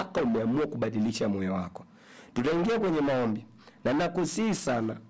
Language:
Swahili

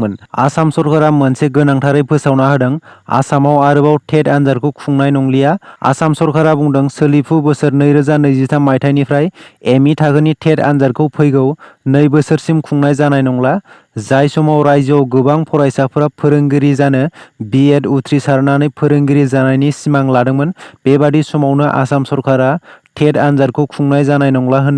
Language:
Bodo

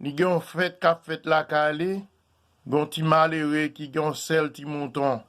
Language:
Haitian Creole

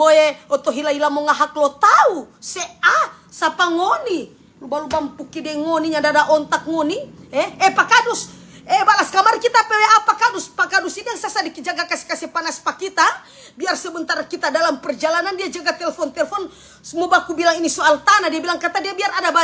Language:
Manado Malay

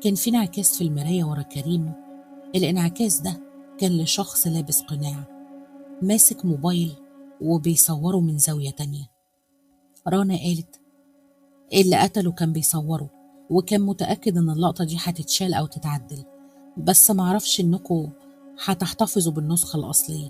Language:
Egyptian Arabic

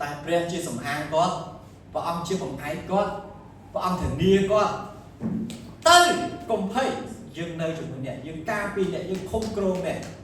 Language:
Khmer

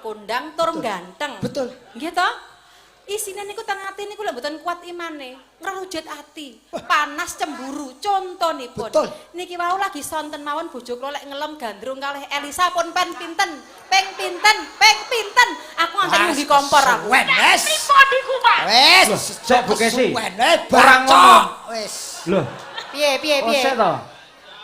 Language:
Javanese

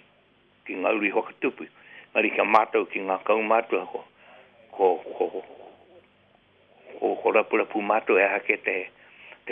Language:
Māori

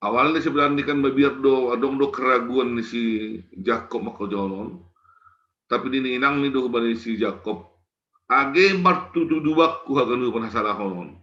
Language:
Batak Simalungun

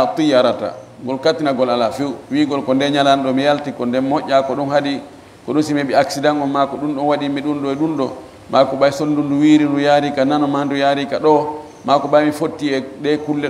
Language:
Fula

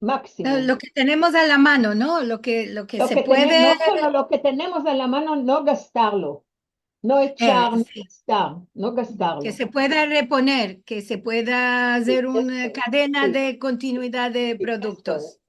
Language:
Ladino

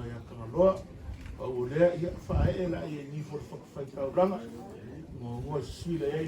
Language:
Samoan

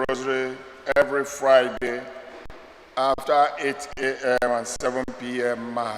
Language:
Igbo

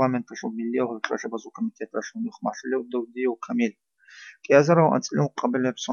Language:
Avaric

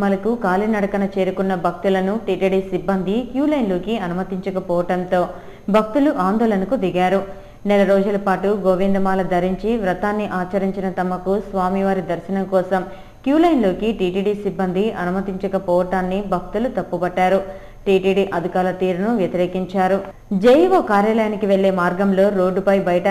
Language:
Telugu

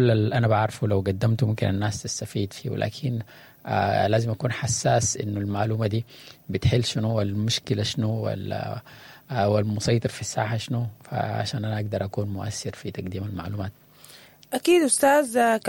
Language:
Sudanese Arabic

